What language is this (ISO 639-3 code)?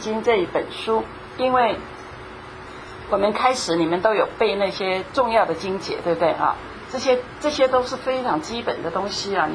zho